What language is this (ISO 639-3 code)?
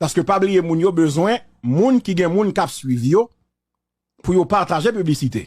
hat